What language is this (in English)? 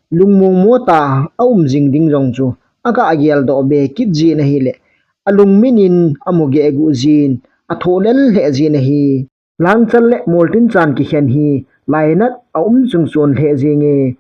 Thado Chin